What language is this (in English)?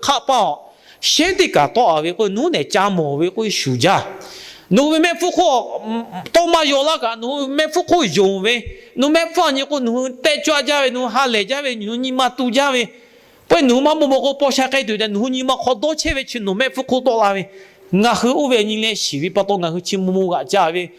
Lahu